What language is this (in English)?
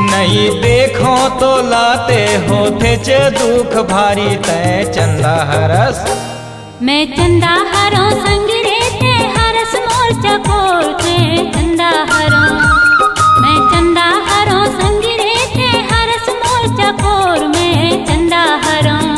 Chhattisgarhi